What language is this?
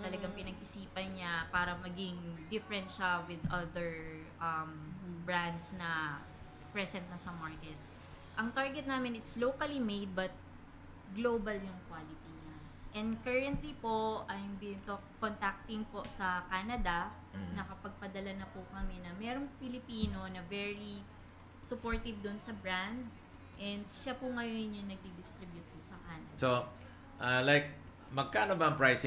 Filipino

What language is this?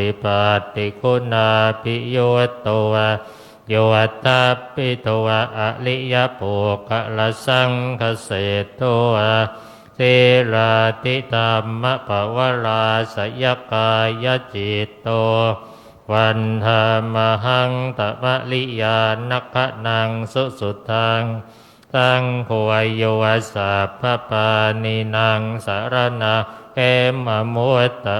Pali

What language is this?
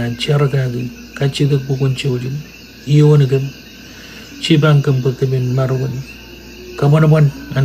Marshallese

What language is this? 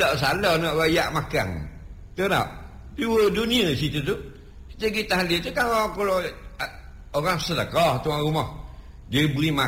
Malay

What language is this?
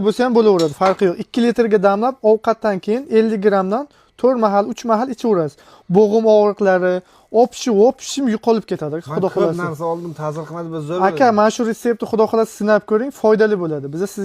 Uzbek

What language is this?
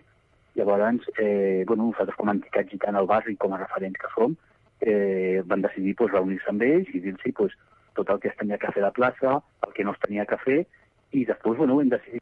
Catalan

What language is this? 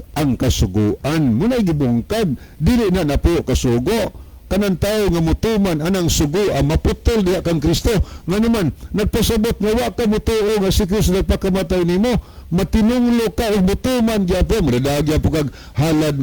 Cebuano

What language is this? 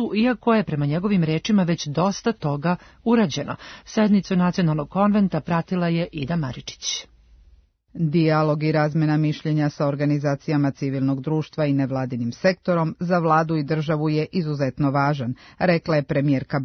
Serbian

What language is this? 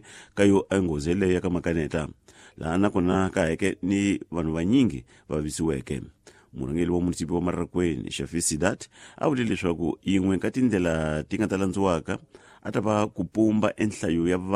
Tsonga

